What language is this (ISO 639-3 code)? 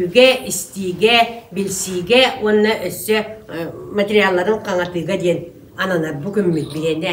sah